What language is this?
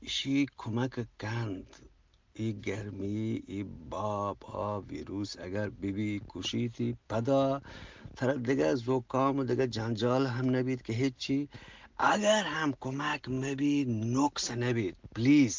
Eastern Balochi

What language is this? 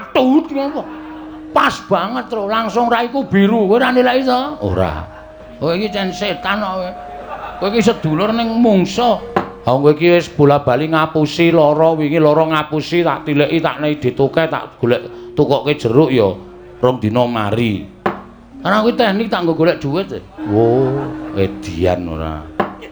Javanese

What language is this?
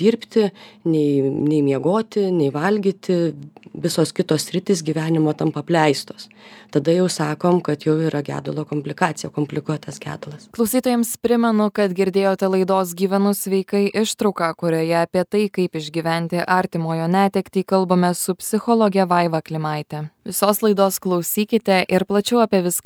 Lithuanian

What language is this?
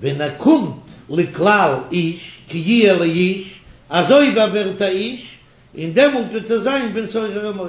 Yiddish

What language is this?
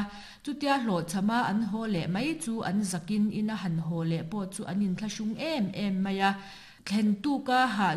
Mizo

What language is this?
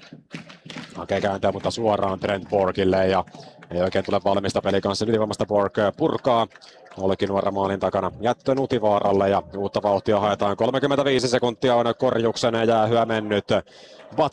Finnish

